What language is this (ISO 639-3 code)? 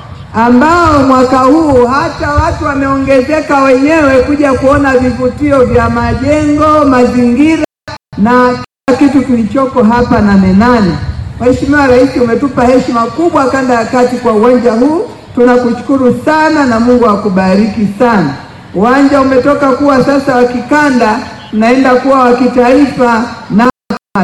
swa